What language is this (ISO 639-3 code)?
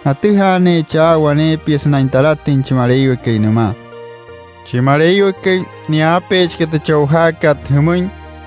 guc